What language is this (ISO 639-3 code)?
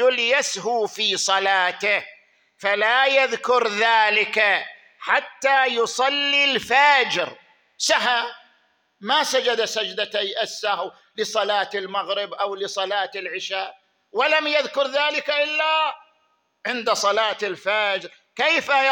ara